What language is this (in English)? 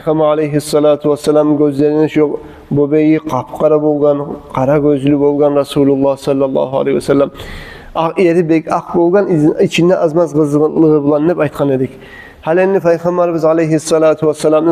Kumyk